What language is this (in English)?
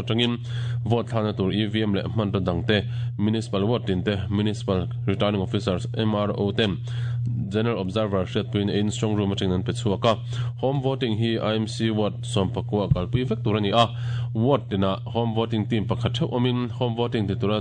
Mizo